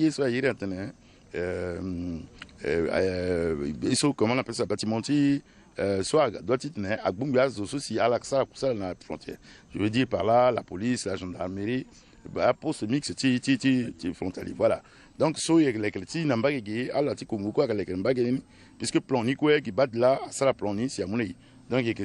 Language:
Sango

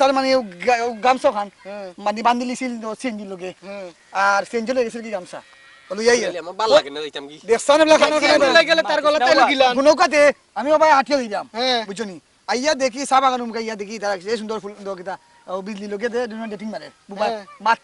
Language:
Sylheti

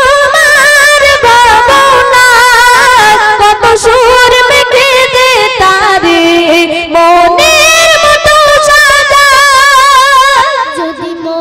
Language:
Bangla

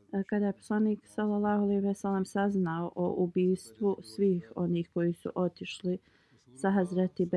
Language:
Bosnian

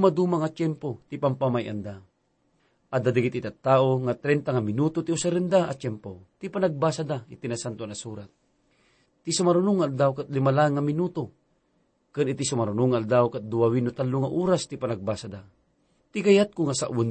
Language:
Iloko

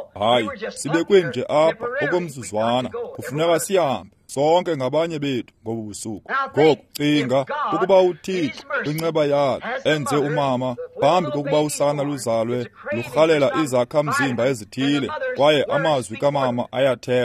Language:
Xhosa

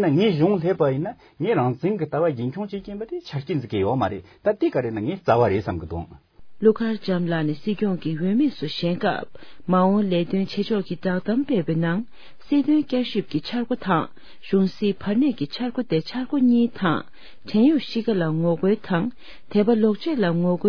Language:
Tibetan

